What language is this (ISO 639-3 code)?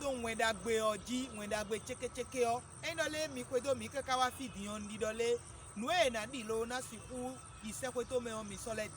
fon